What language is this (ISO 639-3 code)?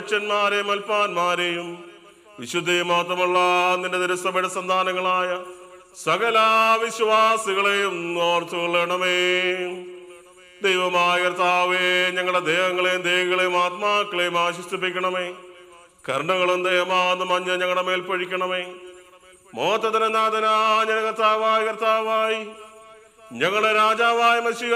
mal